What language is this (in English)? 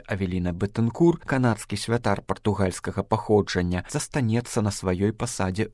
Belarusian